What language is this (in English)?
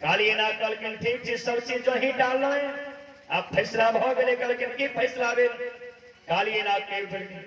Maithili